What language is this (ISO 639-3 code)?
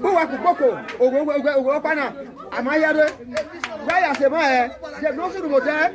pcm